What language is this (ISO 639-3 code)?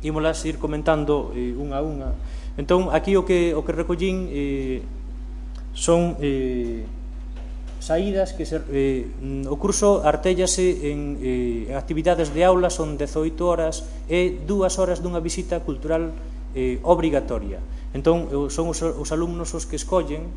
glg